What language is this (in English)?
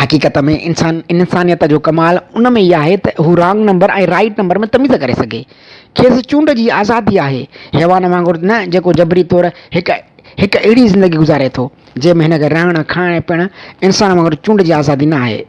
Sindhi